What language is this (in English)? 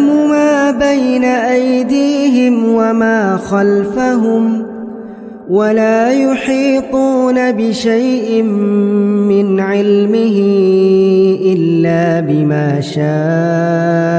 Arabic